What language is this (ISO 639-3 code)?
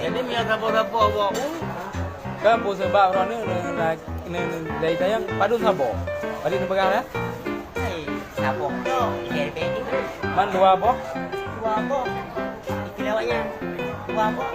ace